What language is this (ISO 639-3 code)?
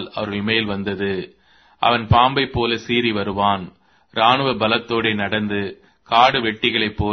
tam